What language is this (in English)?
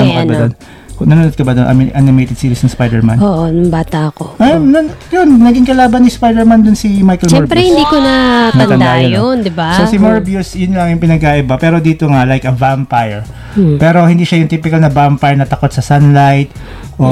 Filipino